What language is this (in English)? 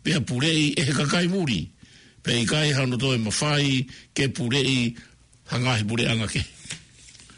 Tongan